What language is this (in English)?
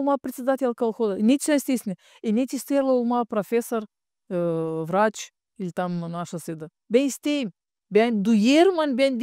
Gagauz